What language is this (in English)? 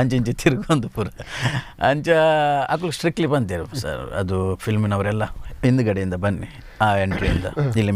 Tulu